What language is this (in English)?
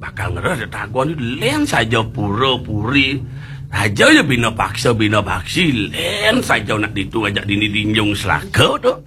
Balinese